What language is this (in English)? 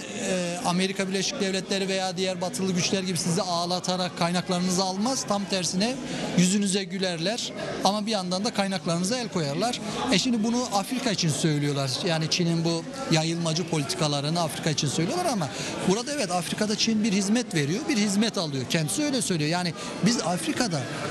Turkish